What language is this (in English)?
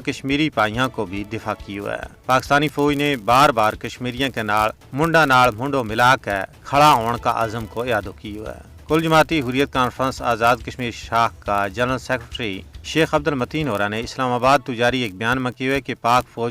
Gujari